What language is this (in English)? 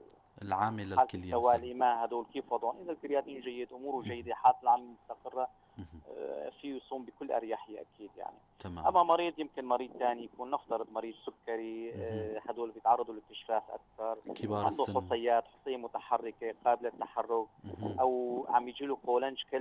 North Levantine Arabic